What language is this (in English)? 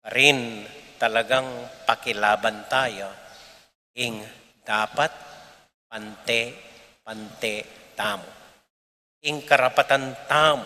Pampanga